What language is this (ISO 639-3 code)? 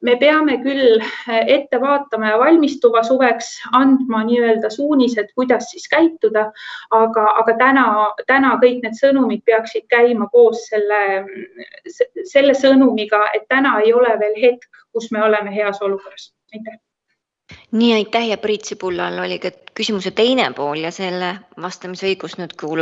est